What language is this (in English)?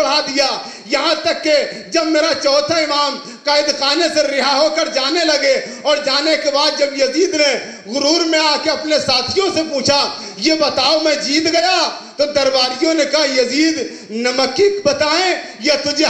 Urdu